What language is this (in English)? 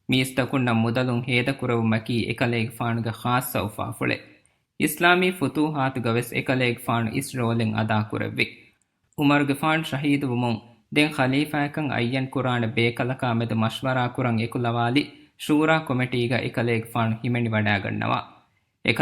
Divehi